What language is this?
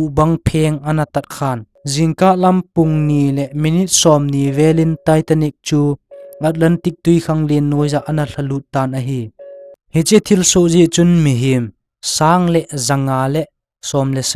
Thado Chin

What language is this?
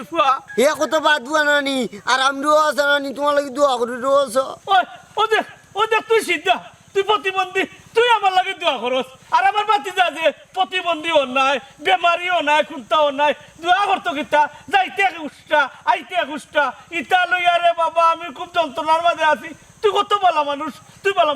Sylheti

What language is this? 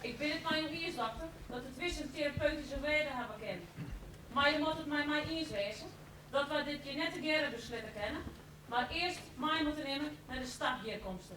Western Frisian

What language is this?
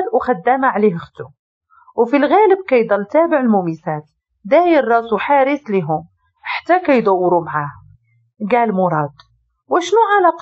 Moroccan Arabic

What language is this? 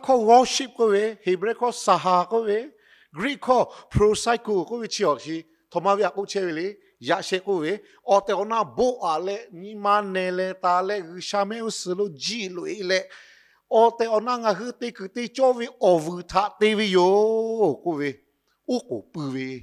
Lahu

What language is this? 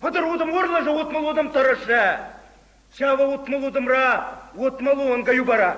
Chuvash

